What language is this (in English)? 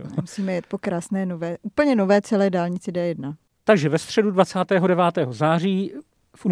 Czech